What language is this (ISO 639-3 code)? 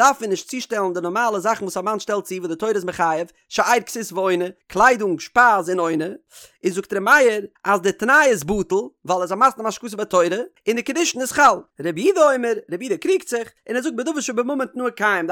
yid